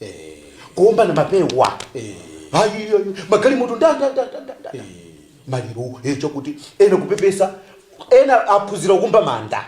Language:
Nyanja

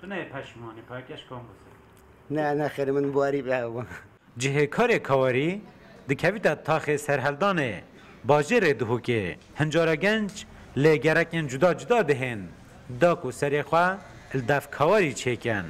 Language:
Kurdish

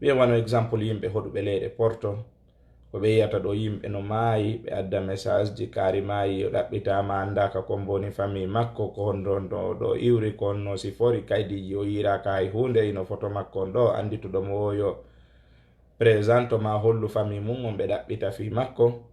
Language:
Fula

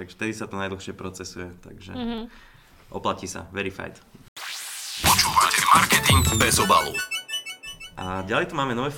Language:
Slovak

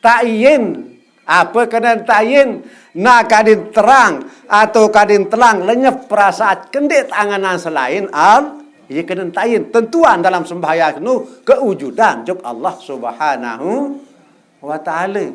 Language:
Sasak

